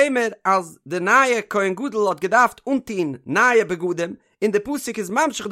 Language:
Yiddish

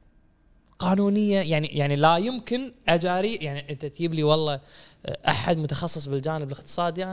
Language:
Najdi Arabic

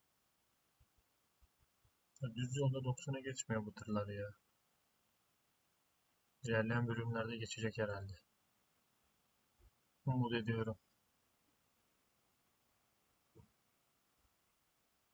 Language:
Turkish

